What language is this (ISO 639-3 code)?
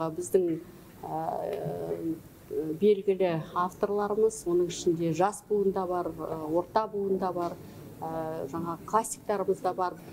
kaz